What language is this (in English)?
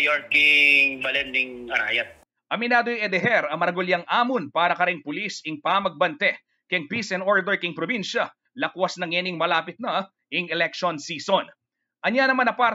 Pampanga